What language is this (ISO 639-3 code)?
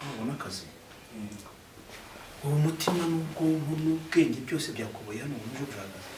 kin